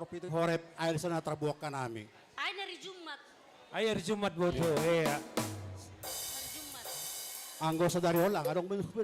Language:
Batak Simalungun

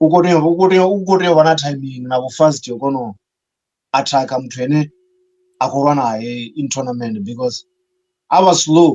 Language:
Venda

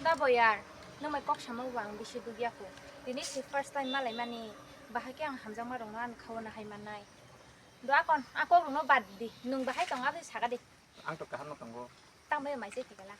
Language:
Kok Borok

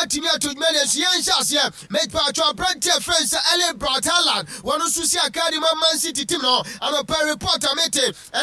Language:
Akan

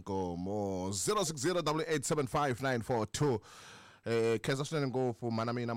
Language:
Tsonga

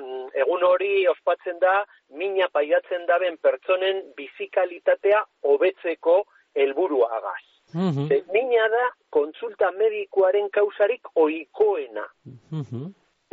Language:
Basque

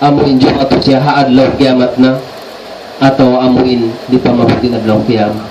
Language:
Tausug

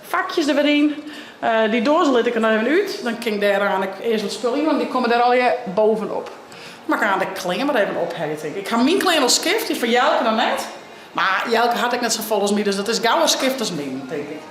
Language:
Western Frisian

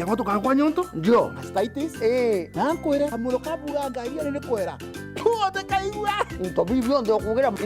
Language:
Meru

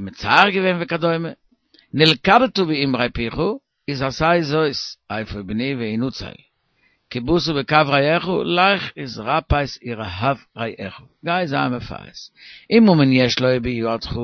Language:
Yiddish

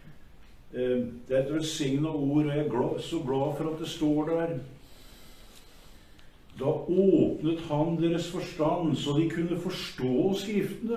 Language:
Norwegian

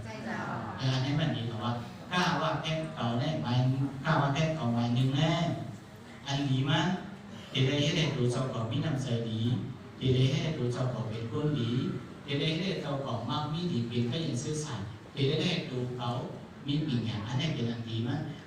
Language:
Shan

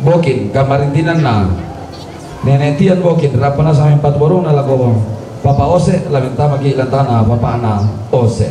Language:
Toraja-Sa'dan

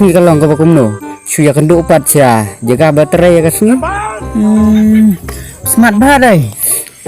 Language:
Khasi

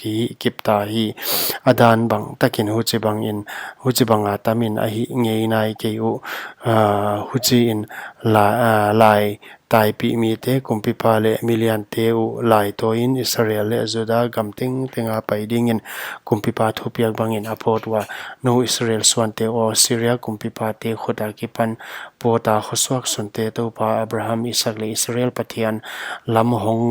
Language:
Paite Chin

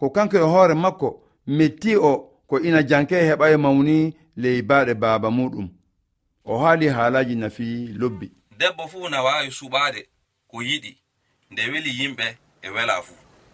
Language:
Fula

